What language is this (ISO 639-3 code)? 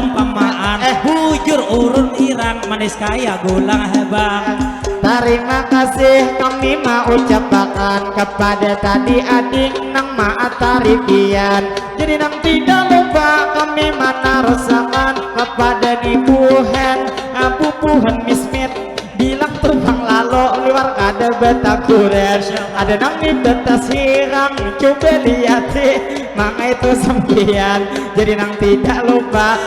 bjn